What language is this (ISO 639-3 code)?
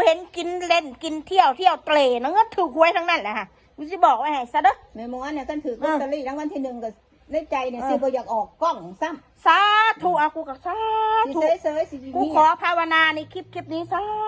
tts